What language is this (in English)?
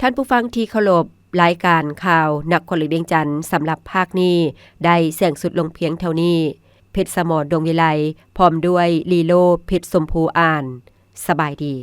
Lao